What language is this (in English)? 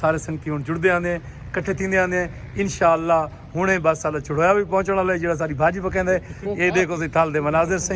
Saraiki